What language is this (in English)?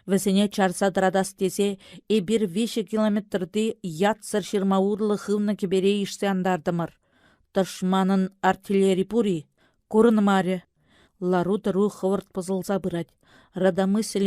Chuvash